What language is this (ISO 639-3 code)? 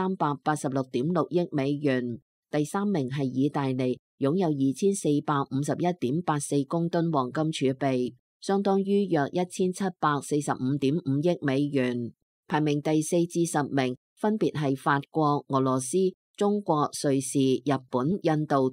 yue